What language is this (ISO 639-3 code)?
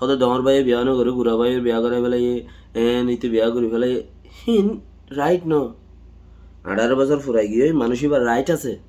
rhg